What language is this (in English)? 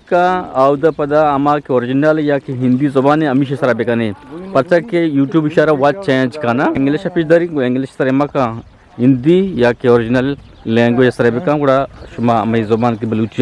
Eastern Balochi